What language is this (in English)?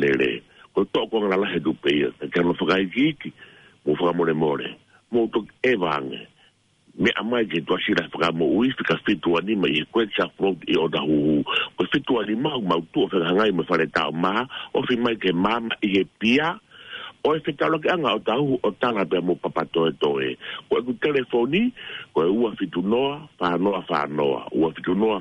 Tongan